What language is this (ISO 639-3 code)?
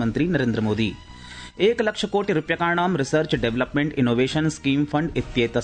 san